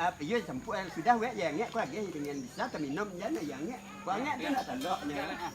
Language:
Minangkabau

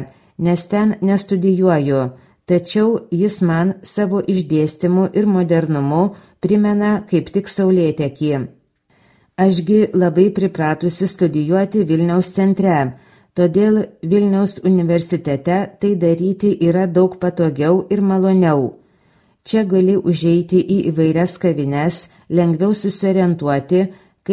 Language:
Lithuanian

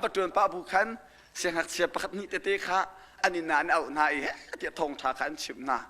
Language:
Hakha Chin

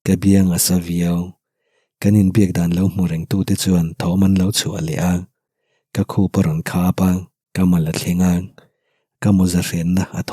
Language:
Mizo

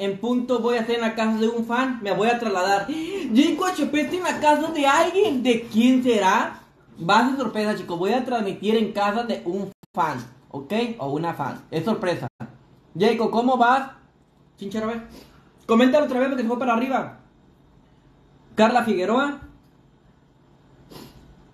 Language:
Spanish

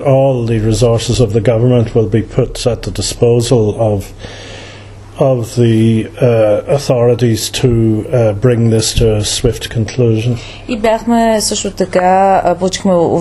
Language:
Bulgarian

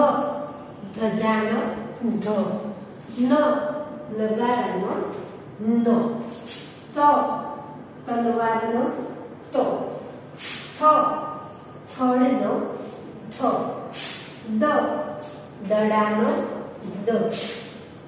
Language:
Gujarati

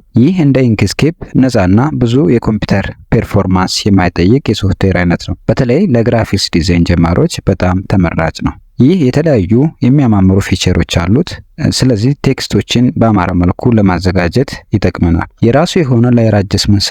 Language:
Amharic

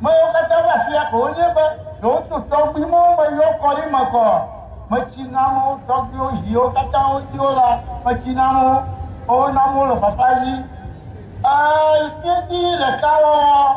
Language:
Ewe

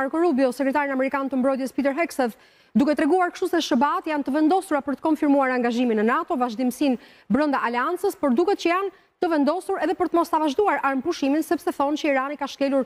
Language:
Albanian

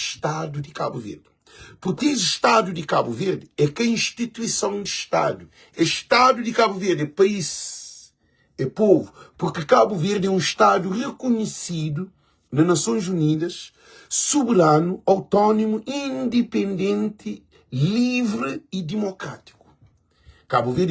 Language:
Kabuverdianu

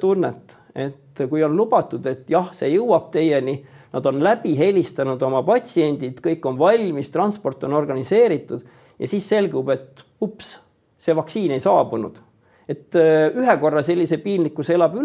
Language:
Estonian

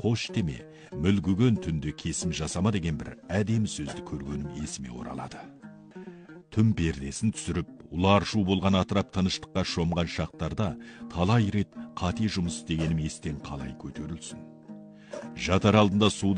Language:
Kazakh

